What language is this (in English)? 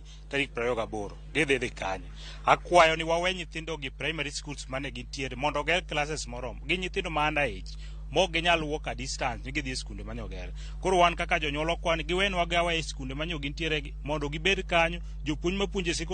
Luo (Kenya and Tanzania)